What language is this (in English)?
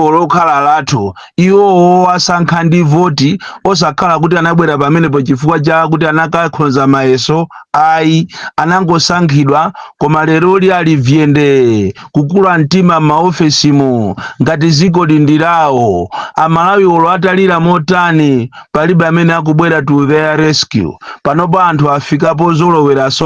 Nyanja